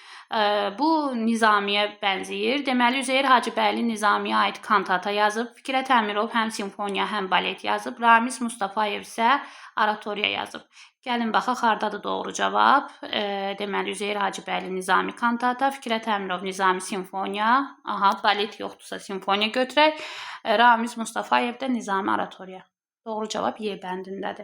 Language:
Azerbaijani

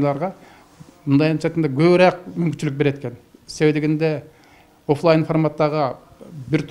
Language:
Kyrgyz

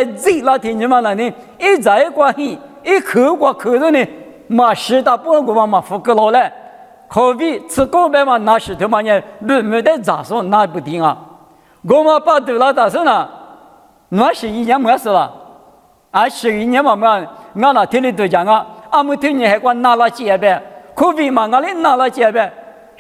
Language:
Lisu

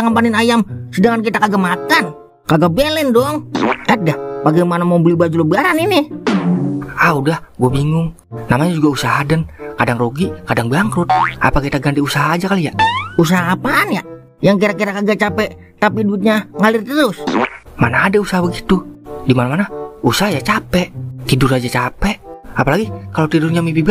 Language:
Betawi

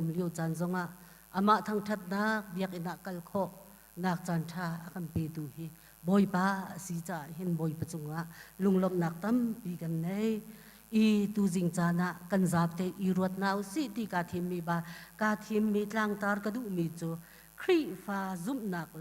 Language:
Hakha Chin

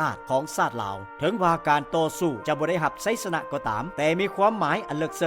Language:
Lao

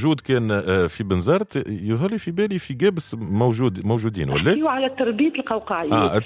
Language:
Tunisian Arabic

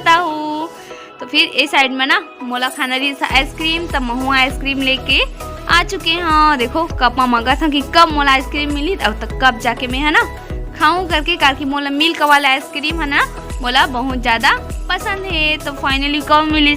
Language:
Chhattisgarhi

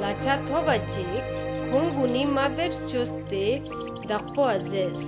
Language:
Ladakhi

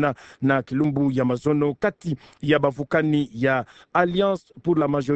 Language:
Kituba (Democratic Republic of Congo)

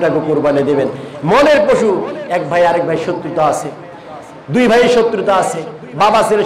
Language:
Bangla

